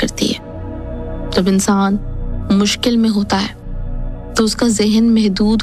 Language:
Urdu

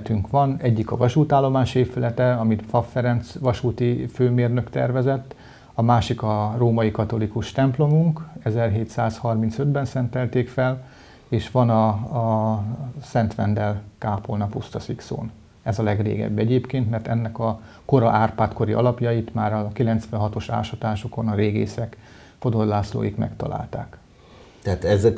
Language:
Hungarian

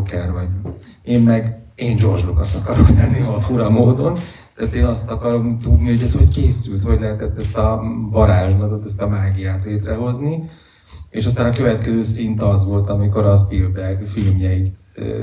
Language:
Hungarian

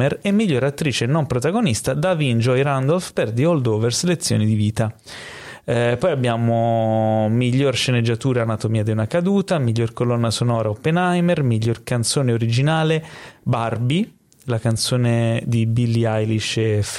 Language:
Italian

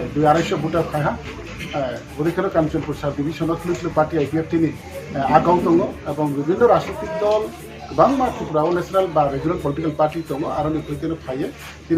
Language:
Riang (India)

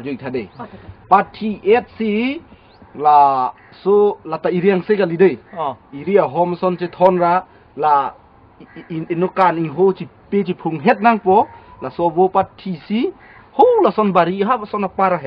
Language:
Karbi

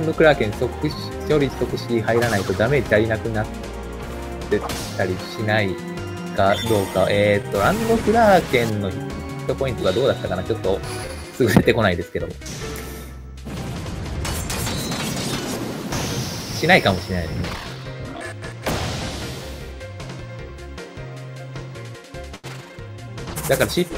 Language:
Japanese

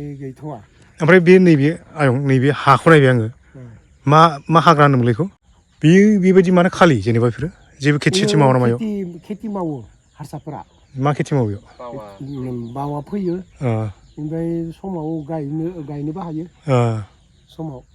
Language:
Bodo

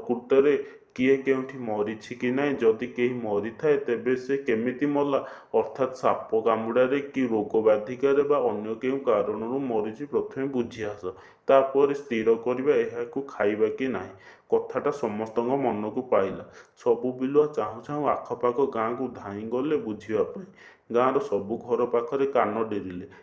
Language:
Odia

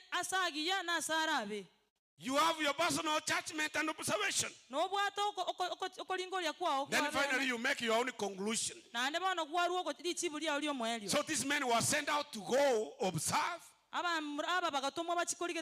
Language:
Gusii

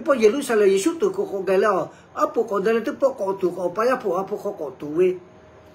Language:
Lahu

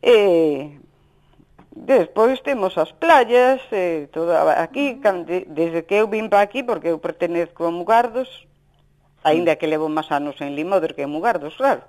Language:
Galician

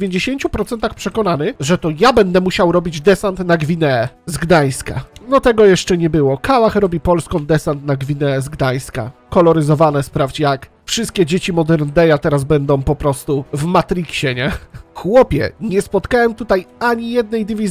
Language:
Polish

